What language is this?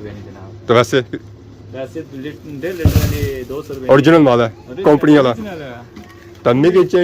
Pahari-Potwari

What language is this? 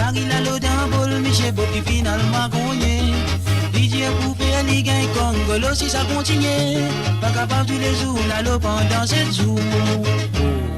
Morisyen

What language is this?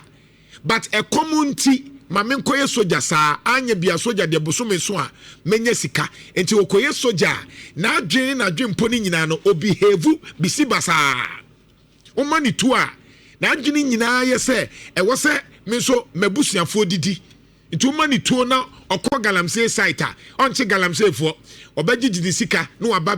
Akan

